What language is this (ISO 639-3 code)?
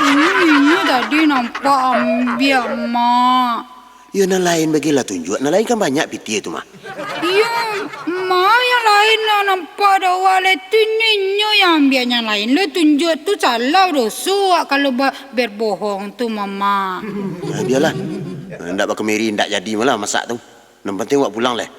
min